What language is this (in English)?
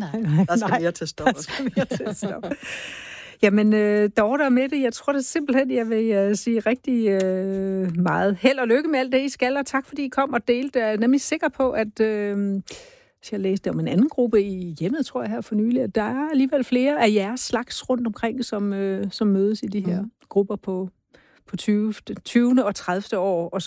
Danish